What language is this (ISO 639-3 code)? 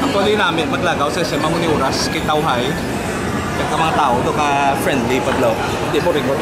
hil